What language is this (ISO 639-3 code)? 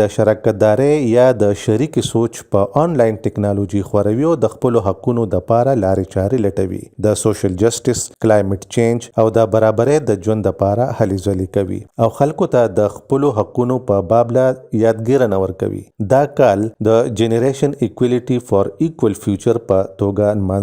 pus